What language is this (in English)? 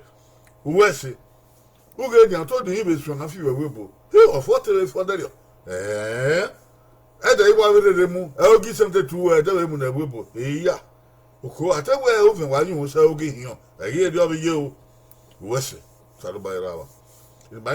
Bini